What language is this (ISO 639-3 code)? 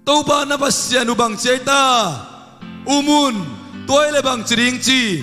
ctd